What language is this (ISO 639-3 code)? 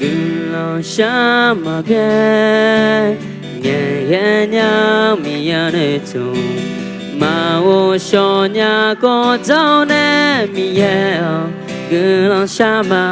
ahk